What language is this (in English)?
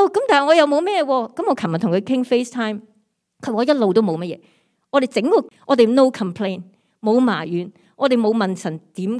Cantonese